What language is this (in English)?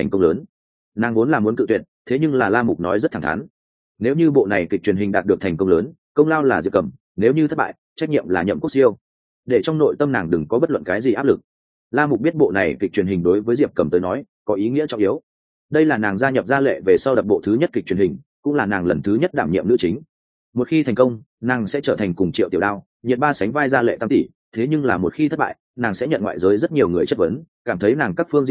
Vietnamese